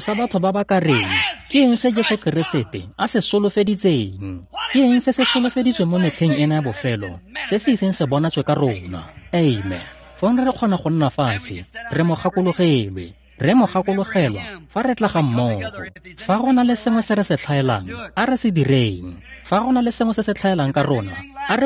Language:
Tswana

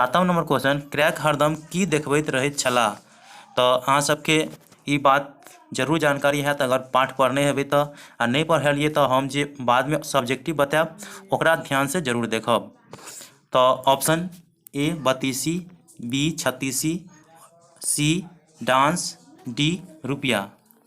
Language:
Maithili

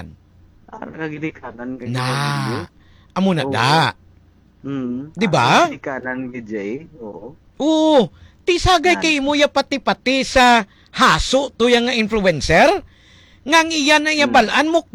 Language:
Hiligaynon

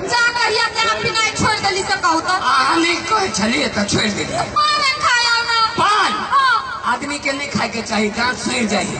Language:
Maithili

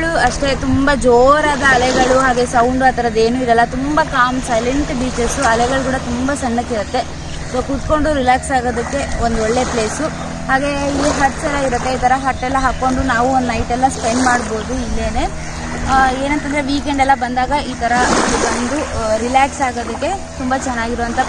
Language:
Kannada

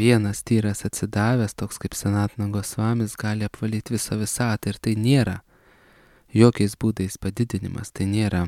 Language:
Lithuanian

